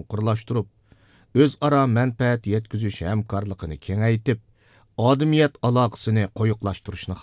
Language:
Uyghur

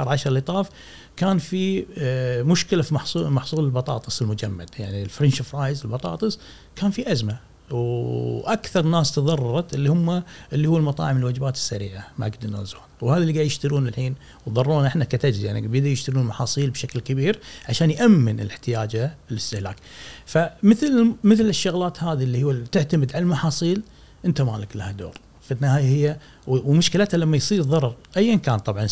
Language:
Gulf Arabic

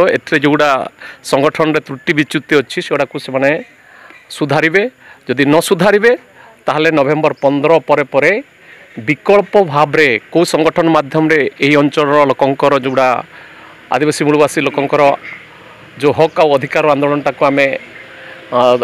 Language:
Odia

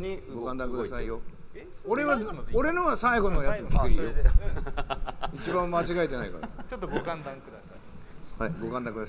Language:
Japanese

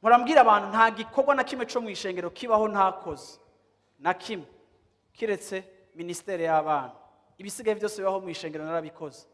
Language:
Rundi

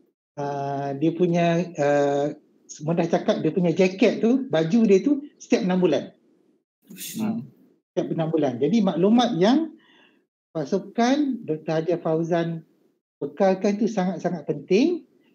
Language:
Malay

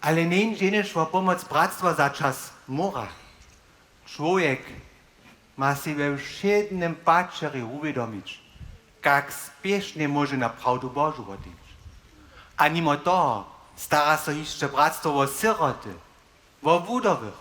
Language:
Upper Sorbian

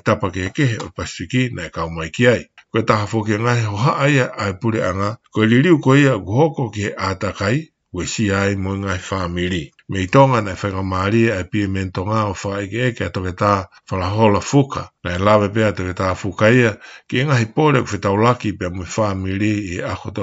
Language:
Tongan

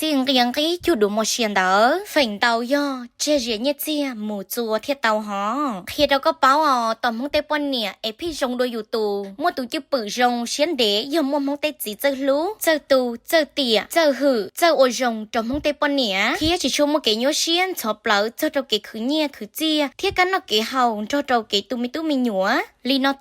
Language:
Hmong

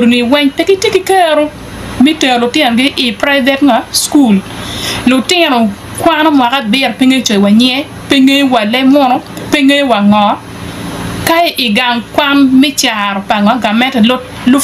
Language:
Acoli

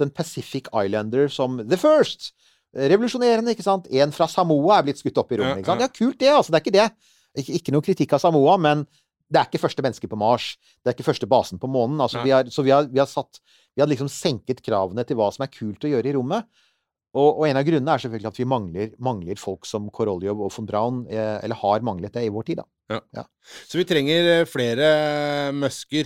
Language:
Norwegian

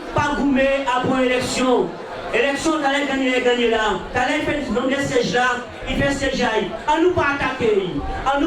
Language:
Guadeloupean Creole French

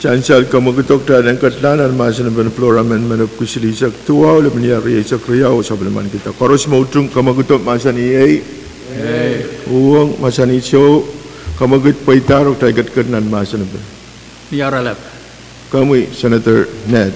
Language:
Pohnpeian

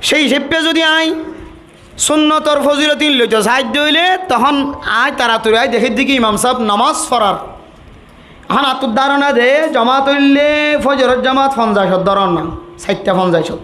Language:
Rohingya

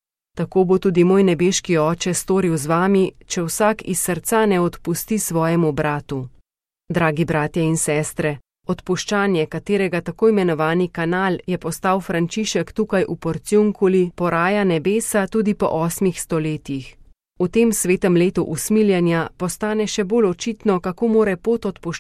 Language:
Slovenian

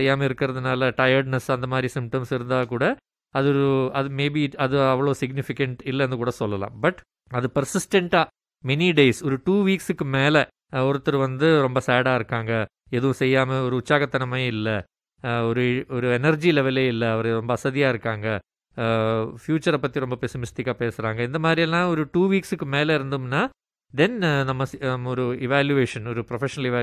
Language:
Tamil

